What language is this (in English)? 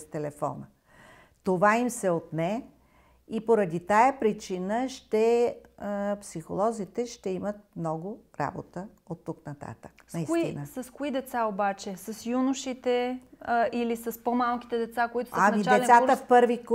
Bulgarian